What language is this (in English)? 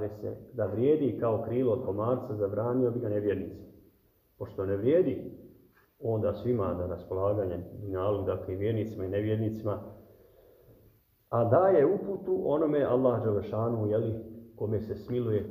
Bosnian